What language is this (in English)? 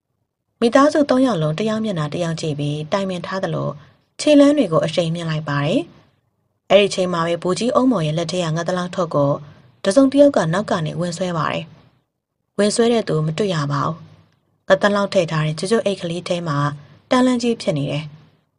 Burmese